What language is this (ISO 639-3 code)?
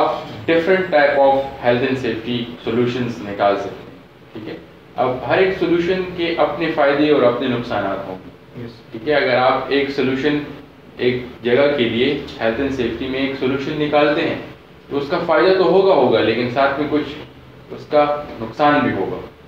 urd